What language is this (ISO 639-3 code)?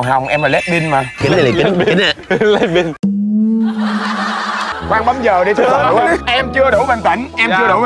vie